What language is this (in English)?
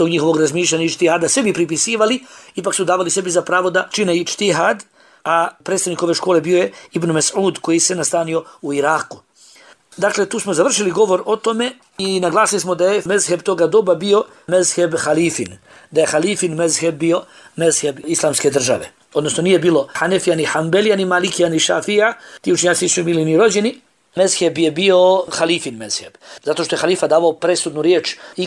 Bosnian